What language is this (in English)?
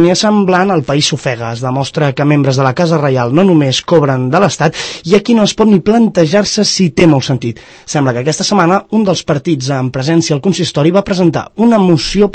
Catalan